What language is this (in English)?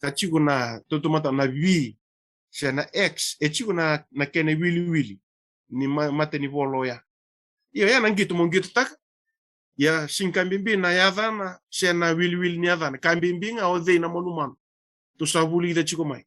Fijian